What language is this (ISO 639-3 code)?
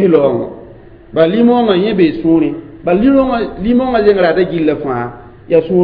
mos